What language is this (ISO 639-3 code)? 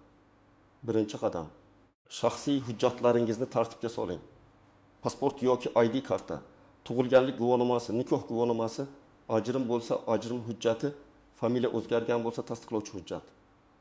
uzb